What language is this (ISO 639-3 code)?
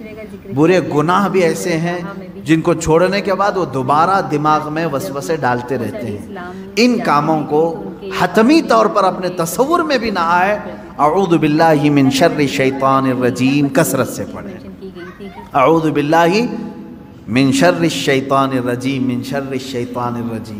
urd